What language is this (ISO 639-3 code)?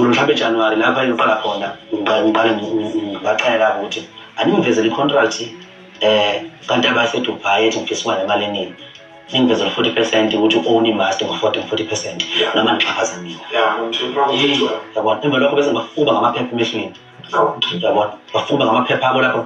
zul